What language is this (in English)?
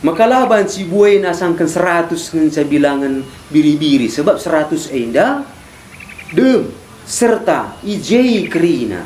Batak Karo